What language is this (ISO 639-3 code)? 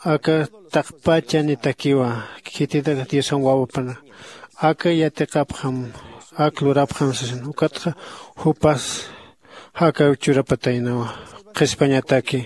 aym